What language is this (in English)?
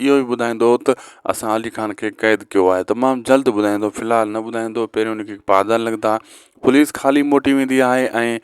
Sindhi